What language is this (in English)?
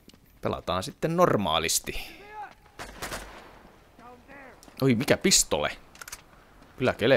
Finnish